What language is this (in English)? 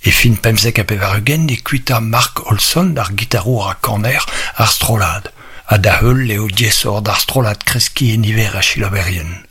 Breton